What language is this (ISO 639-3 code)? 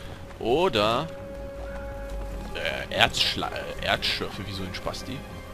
deu